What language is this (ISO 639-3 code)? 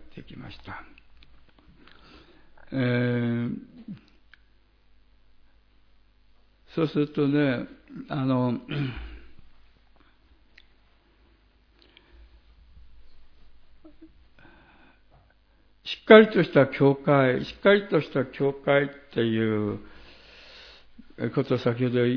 jpn